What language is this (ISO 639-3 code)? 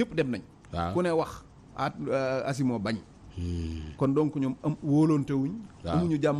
wol